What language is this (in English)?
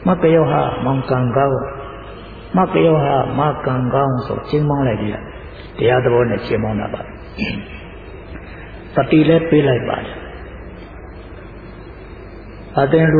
Burmese